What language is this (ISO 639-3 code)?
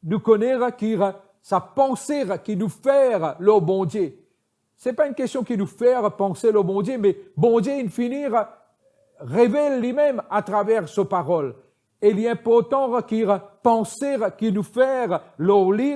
mfe